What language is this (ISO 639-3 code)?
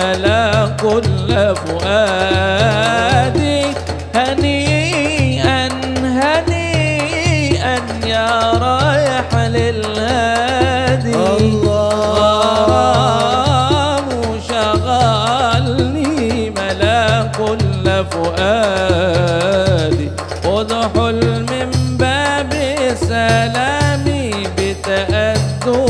ara